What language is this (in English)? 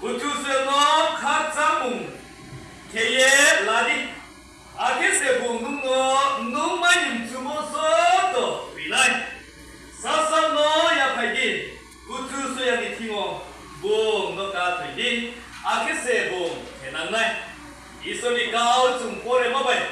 Riang (India)